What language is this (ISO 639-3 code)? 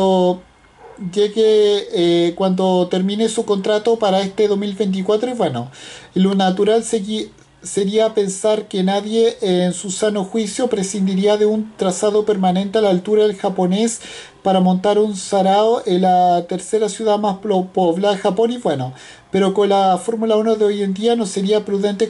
spa